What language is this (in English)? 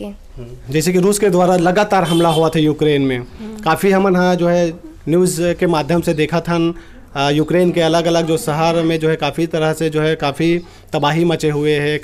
Chhattisgarhi